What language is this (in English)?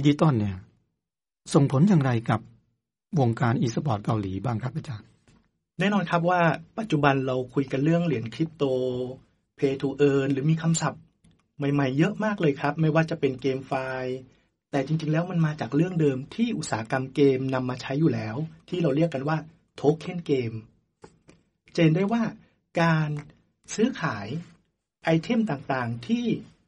Thai